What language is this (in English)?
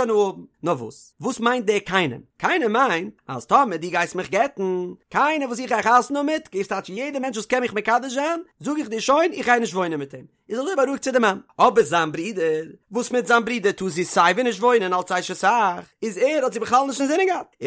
Yiddish